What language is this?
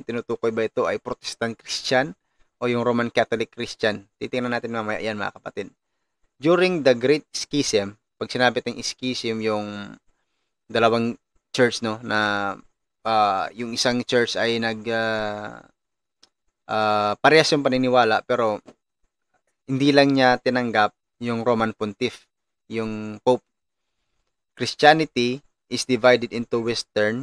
Filipino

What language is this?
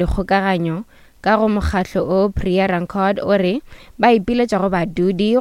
Northern Sotho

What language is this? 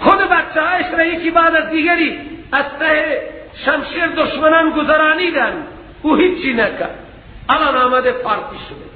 Persian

